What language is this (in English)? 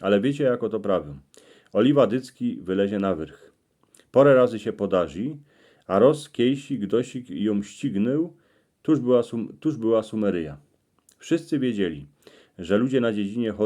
Silesian